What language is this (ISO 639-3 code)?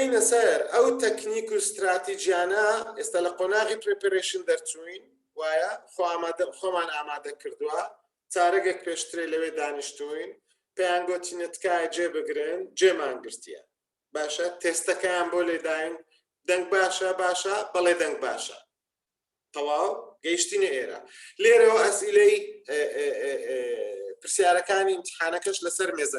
ckb